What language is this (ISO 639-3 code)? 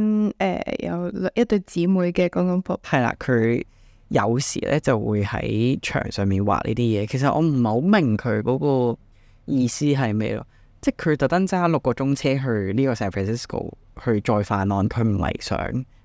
yue